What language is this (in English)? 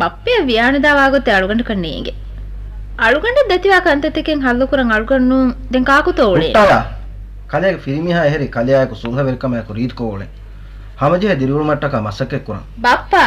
Divehi